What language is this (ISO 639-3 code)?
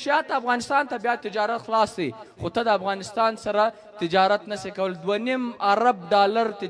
pus